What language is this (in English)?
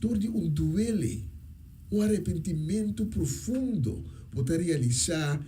Papiamento